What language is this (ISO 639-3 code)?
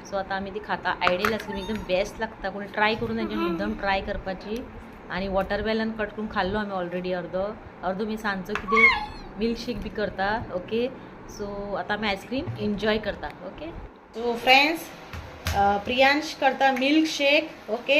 kok